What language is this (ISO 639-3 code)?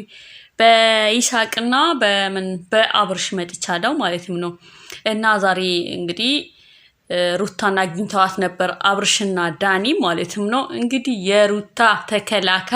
amh